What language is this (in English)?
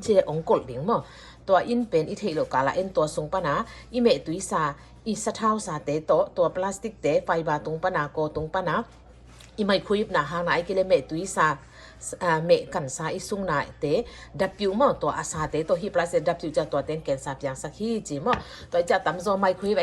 Tedim Chin